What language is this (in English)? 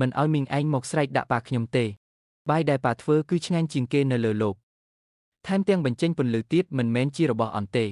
Khmer